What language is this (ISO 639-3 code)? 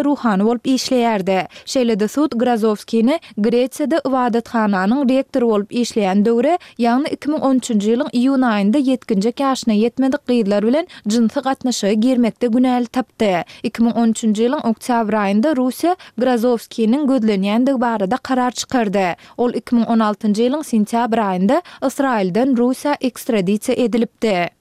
tuk